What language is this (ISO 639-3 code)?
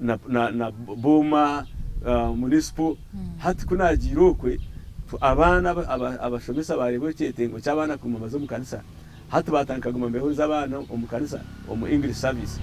nyn